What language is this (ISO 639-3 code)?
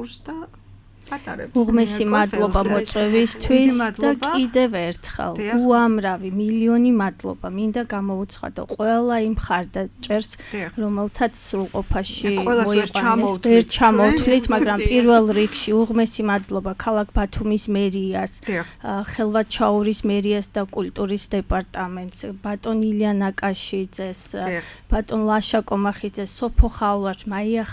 kat